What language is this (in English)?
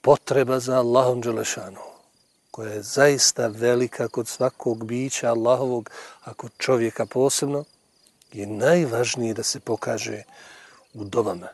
Bosnian